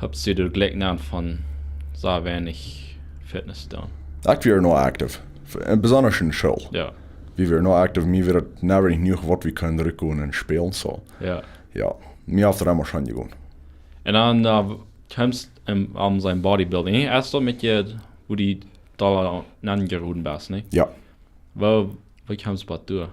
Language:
Plautdietsch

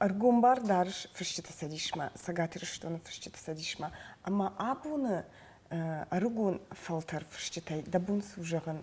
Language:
Ossetic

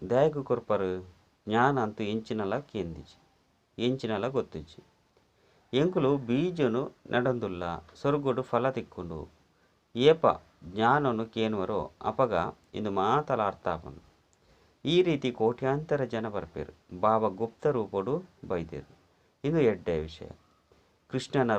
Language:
Tulu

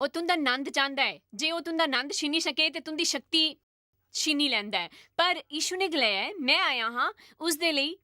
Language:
Dogri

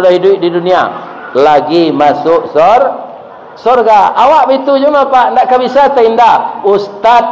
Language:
Minangkabau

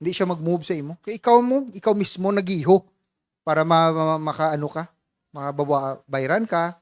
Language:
Hiligaynon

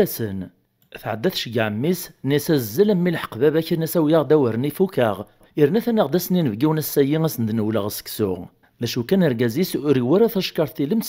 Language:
Kabyle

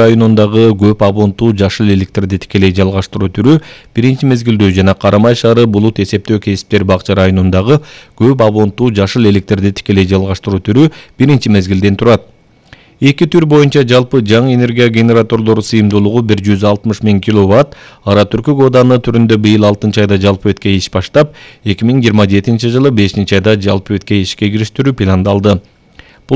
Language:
Kyrgyz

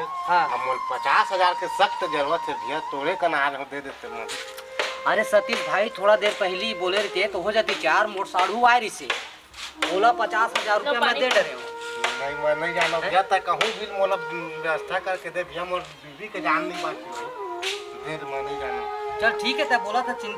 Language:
Chhattisgarhi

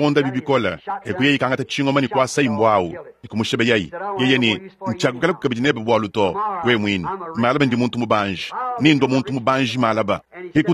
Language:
Luba-Lulua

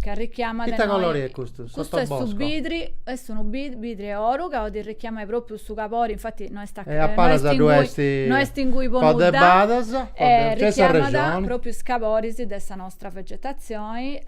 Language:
Sardinian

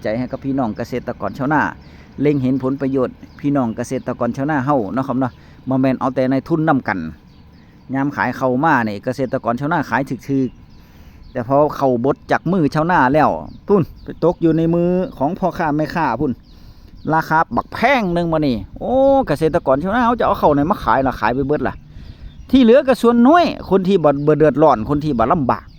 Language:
Northeastern Thai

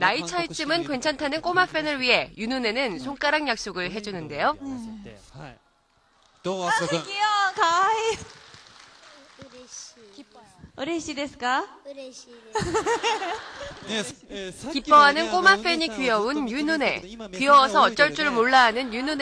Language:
Korean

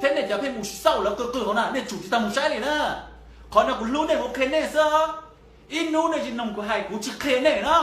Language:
Hmong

